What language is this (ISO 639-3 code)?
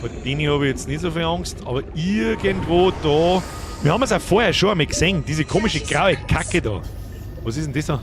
bar